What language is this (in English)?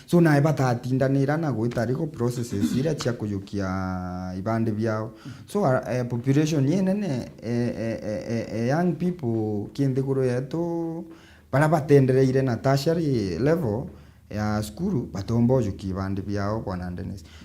Meru